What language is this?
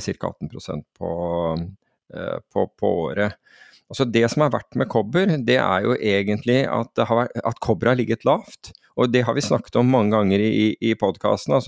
Norwegian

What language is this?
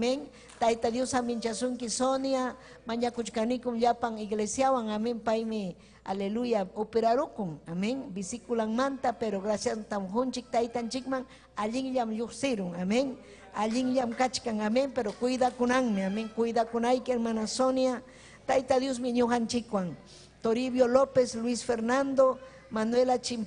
Ayacucho Quechua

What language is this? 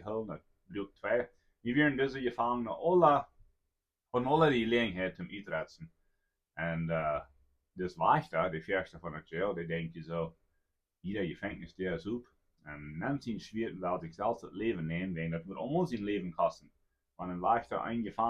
Plautdietsch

